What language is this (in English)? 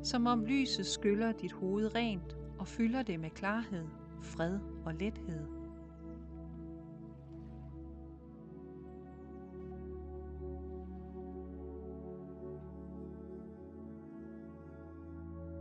Danish